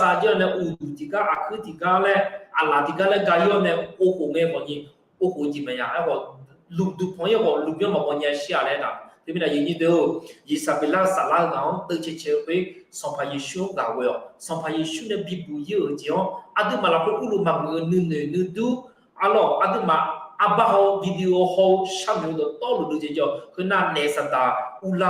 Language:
Akha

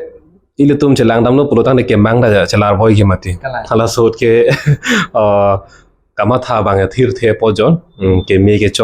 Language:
Karbi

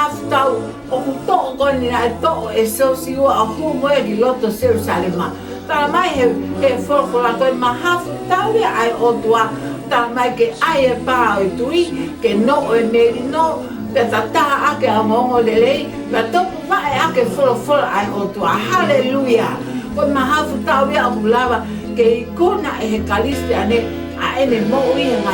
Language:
Tongan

